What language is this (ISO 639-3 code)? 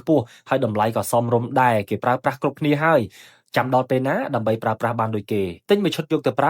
khm